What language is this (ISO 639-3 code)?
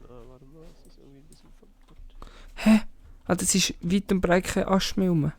gsw